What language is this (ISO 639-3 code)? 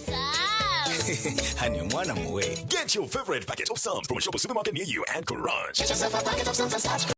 nyn